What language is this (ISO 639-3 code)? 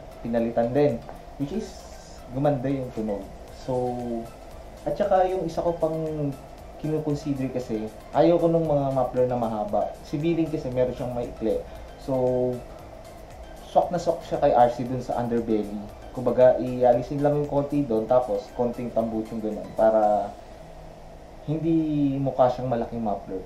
fil